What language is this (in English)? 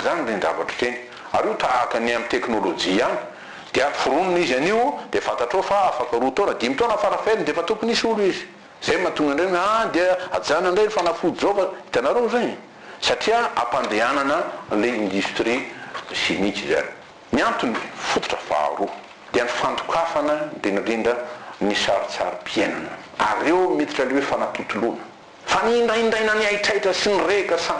Malagasy